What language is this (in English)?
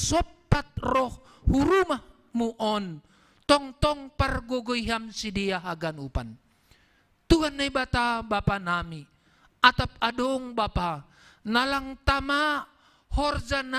Batak Simalungun